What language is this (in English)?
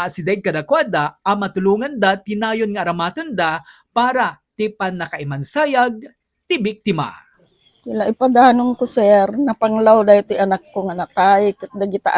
Iloko